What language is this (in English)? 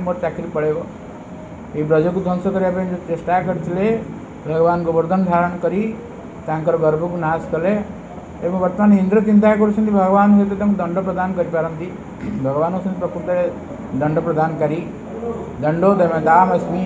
Odia